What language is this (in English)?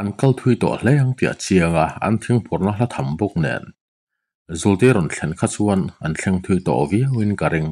Mizo